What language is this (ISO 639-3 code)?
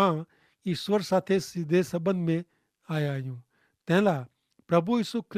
kfr